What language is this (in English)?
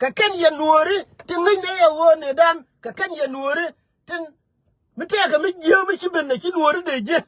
Nuer